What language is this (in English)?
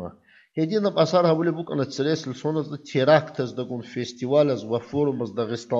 Avaric